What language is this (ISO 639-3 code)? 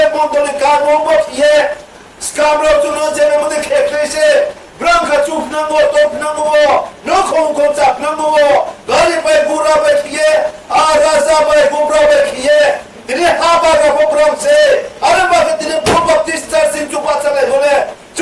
ria